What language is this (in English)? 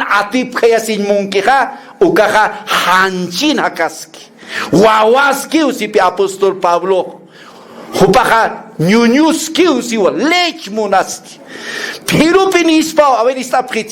Aymara